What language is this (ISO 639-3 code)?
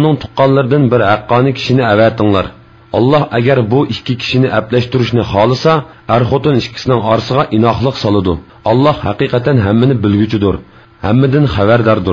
uig